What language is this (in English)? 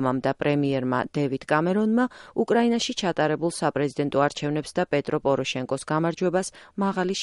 Georgian